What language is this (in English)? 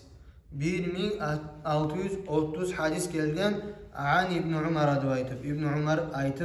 Kumyk